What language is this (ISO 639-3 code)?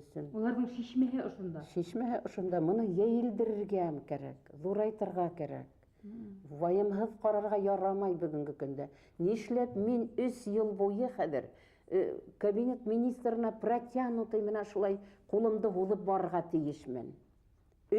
bak